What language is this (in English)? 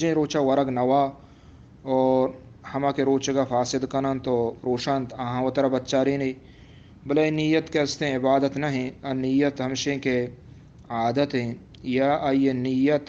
Eastern Balochi